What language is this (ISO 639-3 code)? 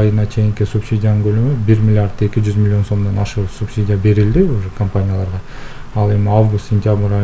kir